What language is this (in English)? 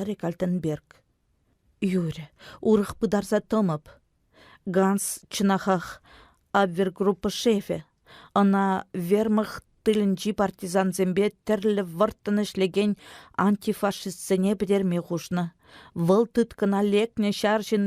Chuvash